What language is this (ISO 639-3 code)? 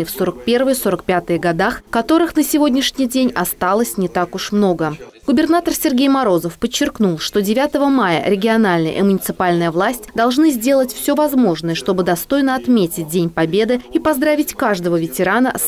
rus